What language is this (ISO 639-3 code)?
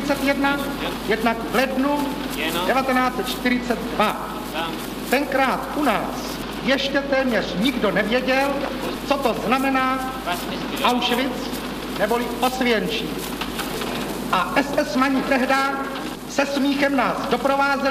ces